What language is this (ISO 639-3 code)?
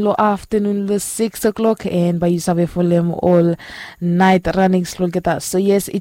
bis